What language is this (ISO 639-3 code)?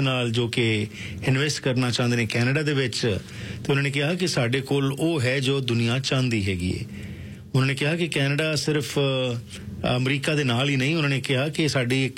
pan